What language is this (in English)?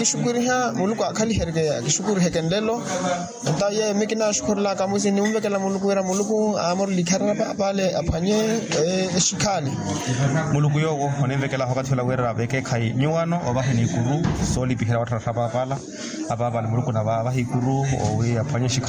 Makhuwa